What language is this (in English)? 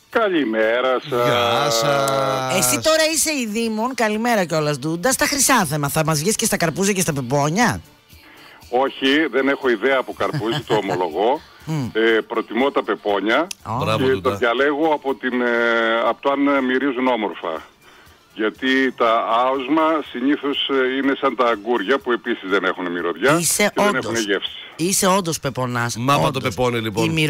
Greek